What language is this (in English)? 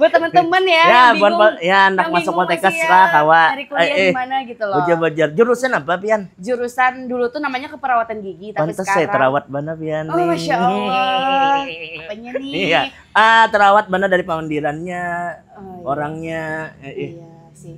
Banjar